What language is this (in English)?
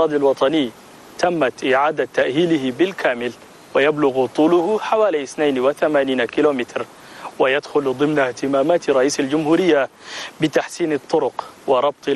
Chadian Arabic